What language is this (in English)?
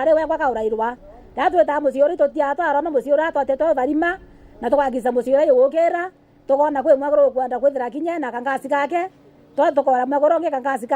Meru